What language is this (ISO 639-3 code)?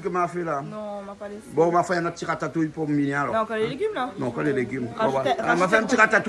rcf